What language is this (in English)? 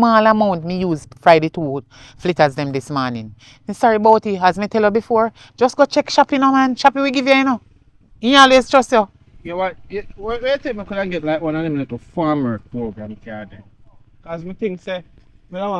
Jamaican Creole English